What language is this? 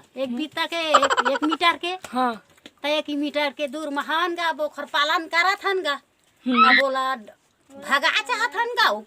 Chhattisgarhi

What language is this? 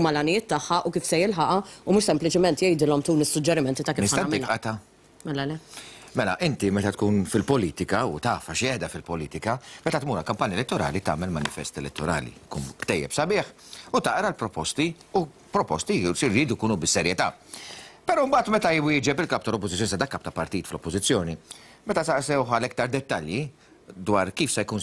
Maltese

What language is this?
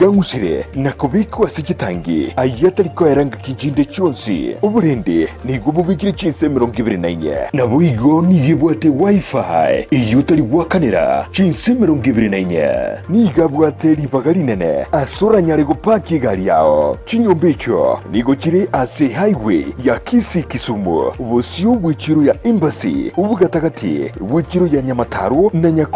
Gusii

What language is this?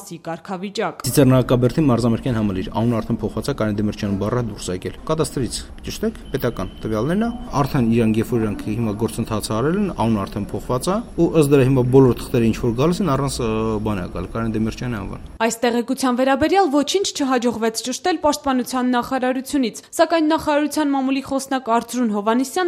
Armenian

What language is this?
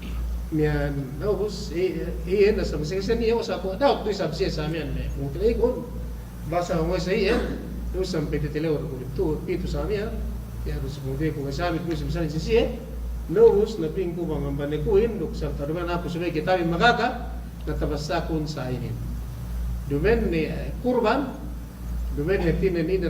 Yakan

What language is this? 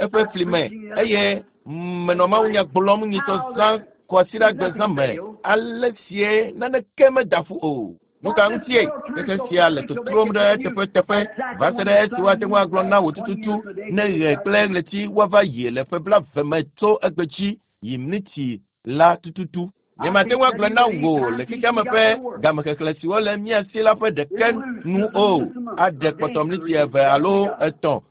Ewe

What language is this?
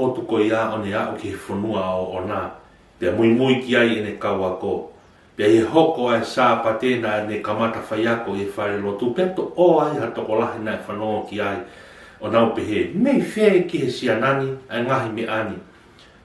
Tongan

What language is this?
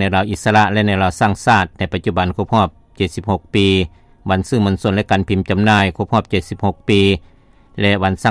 Lao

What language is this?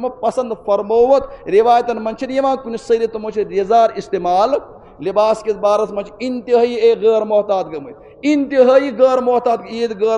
Kashmiri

